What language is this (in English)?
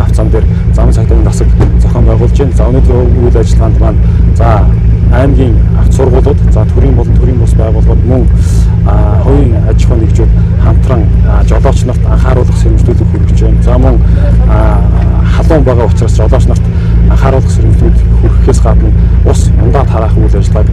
Mongolian